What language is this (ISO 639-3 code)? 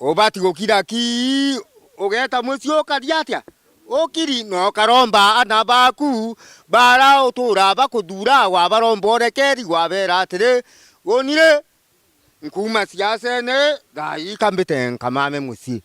mer